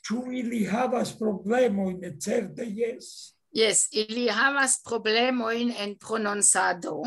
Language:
Esperanto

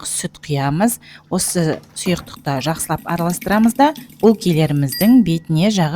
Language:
Kazakh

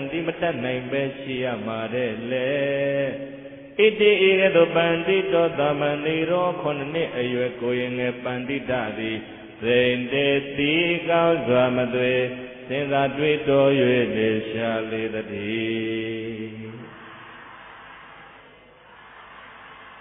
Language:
Burmese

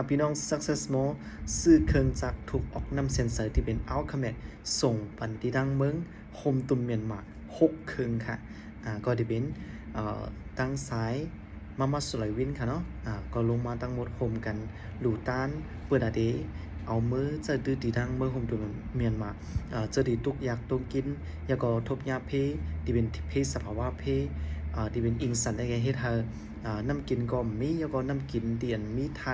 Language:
Shan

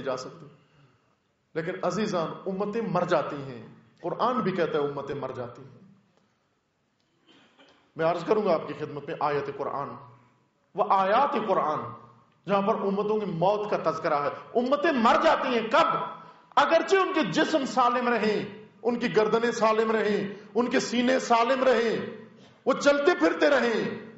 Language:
Urdu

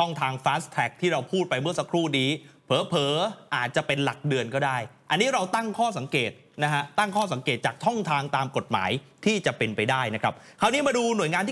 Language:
Thai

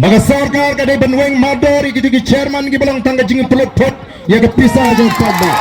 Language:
Khasi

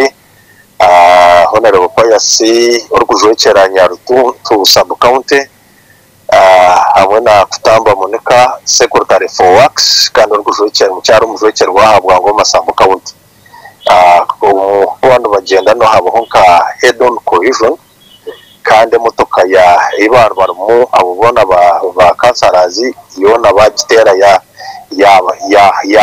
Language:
Nyankole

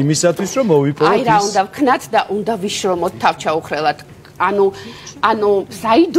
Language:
Georgian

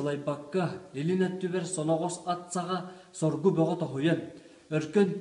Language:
Yakut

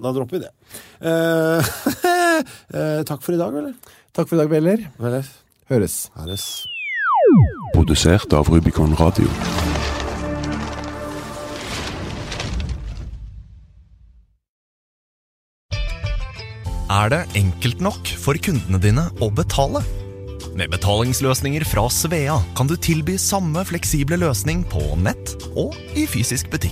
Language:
Norwegian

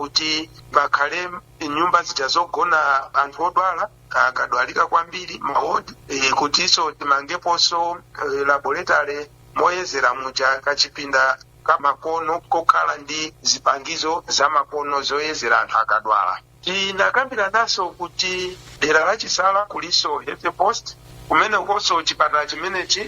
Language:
Nyanja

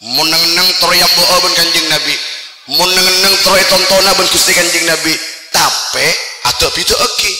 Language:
Madurese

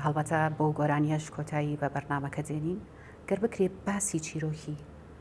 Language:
Central Kurdish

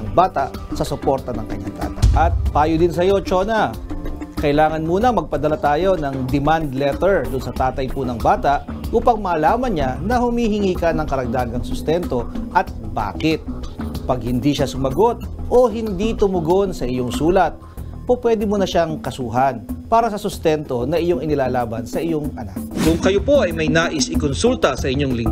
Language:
Filipino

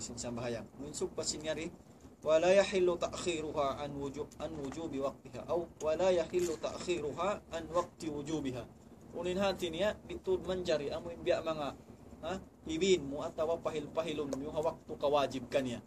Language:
Tausug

